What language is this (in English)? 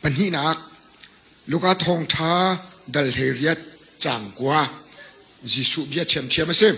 Hakha Chin